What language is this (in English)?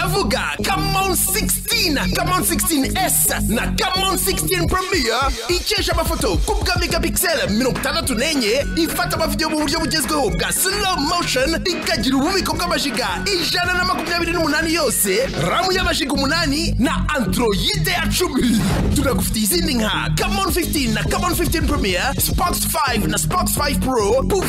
Kinyarwanda